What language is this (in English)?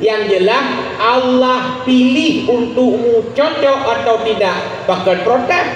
Achinese